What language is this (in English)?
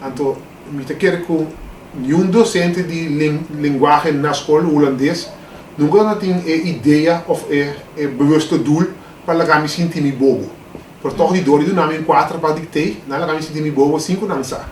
Papiamento